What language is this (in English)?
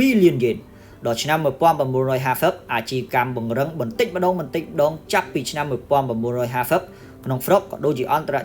Khmer